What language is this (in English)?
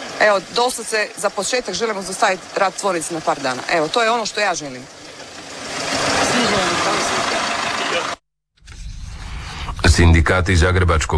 Croatian